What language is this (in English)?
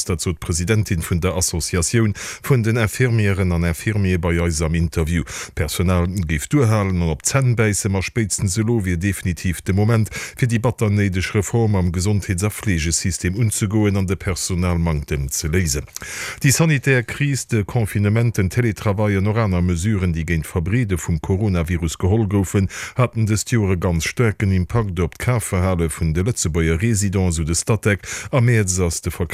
Luxembourgish